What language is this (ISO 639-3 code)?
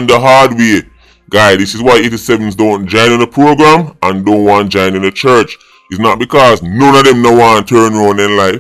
jam